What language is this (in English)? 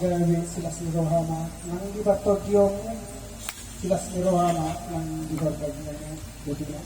Batak Toba